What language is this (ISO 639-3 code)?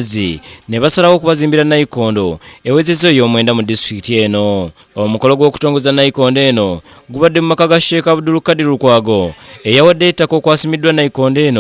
lug